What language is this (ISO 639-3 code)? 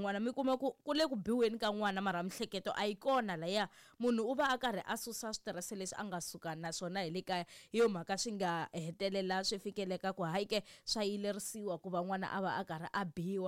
tso